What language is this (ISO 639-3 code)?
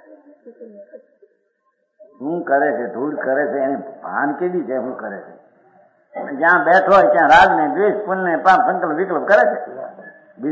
guj